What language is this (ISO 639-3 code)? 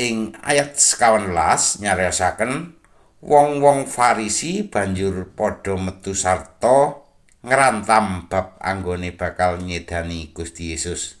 jav